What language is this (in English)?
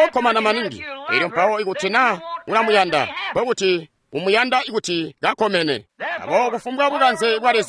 Tonga (Zambia)